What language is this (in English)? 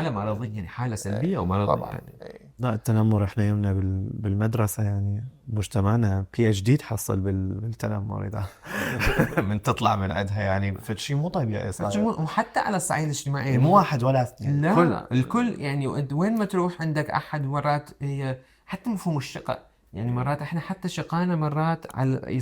Mesopotamian Arabic